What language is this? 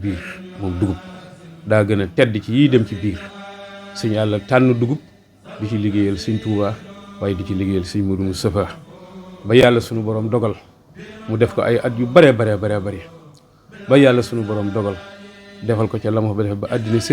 Wolof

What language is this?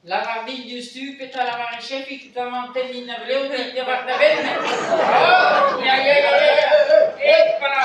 Breton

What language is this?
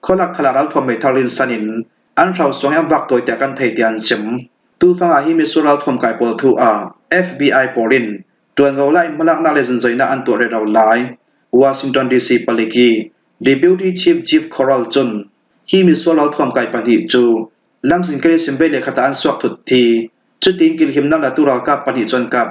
Falam Chin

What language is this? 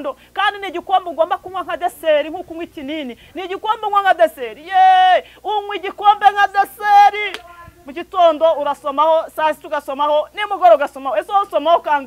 Kinyarwanda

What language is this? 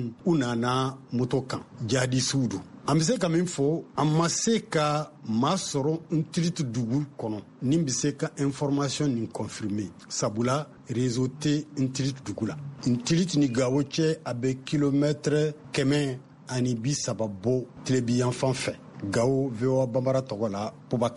Bambara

